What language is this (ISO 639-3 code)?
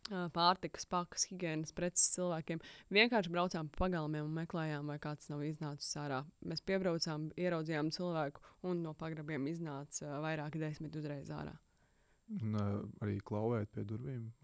lav